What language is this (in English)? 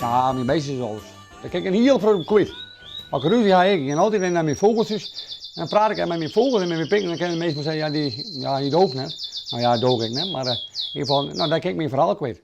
Western Frisian